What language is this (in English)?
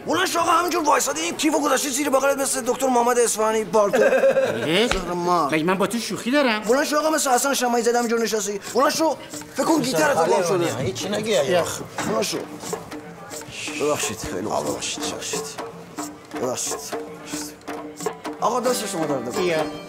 Persian